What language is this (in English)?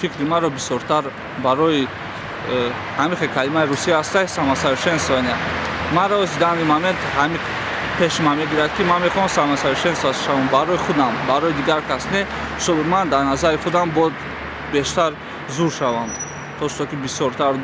Tajik